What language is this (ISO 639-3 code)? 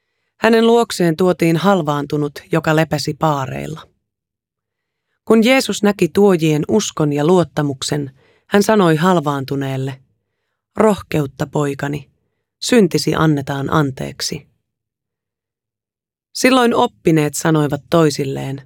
fin